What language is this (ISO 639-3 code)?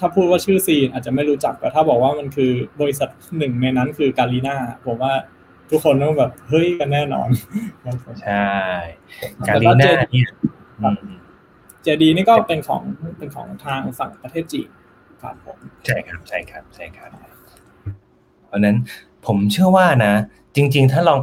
tha